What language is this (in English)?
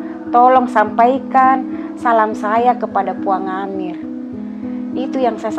Makassar Malay